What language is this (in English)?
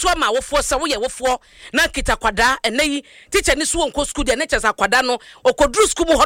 Akan